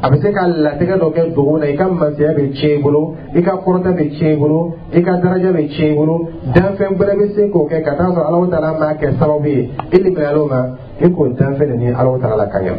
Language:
Dyula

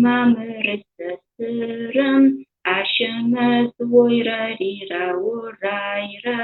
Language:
Adyghe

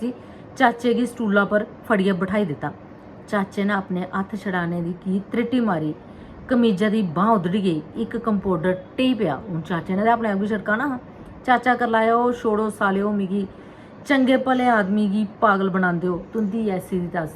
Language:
Dogri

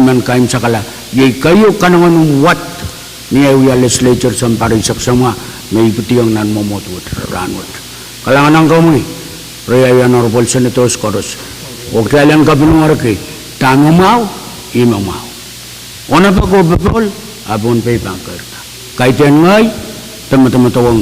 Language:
Pohnpeian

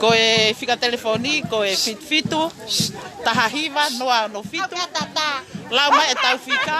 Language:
Tongan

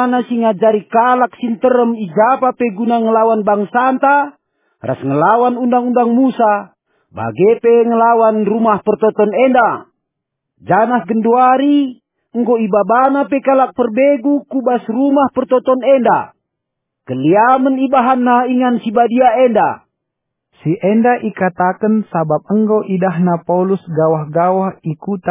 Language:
Batak Karo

